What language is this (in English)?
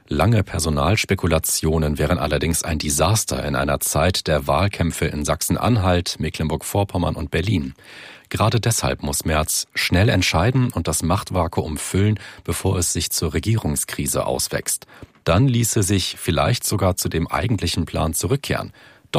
German